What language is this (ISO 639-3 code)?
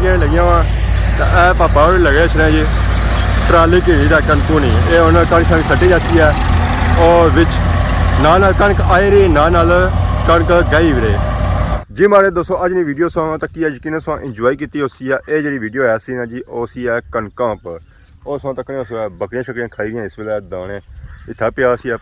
phr